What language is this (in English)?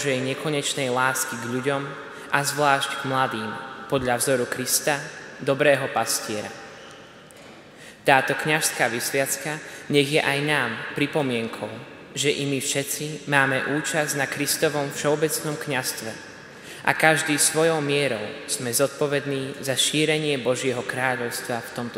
Slovak